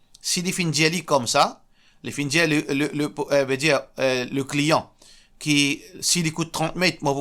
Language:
Morisyen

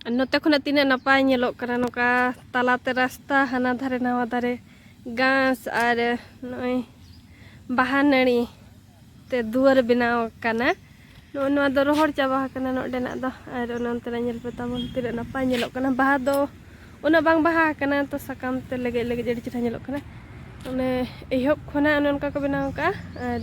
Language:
Santali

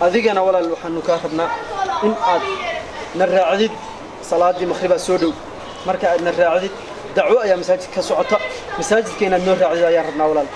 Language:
Somali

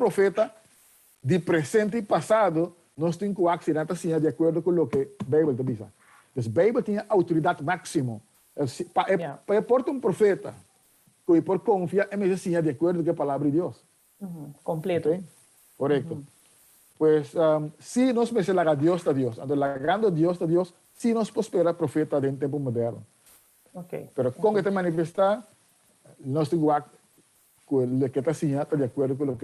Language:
Papiamento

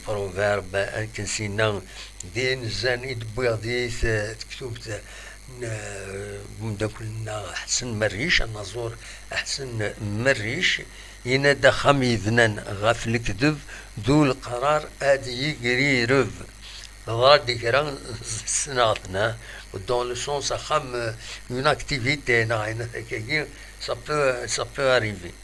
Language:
Kabyle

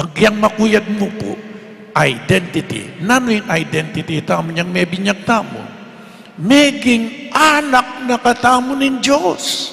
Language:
Pampanga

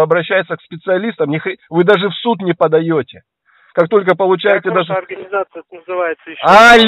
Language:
Russian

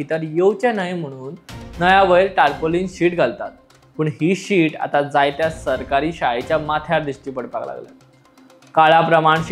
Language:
Konkani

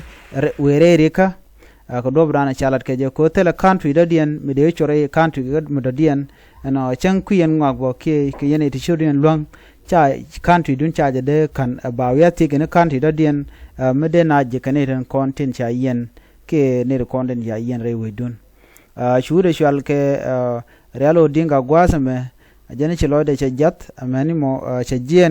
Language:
Nuer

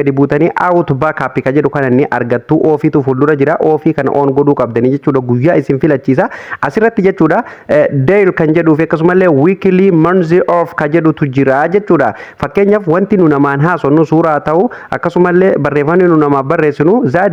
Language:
Oromo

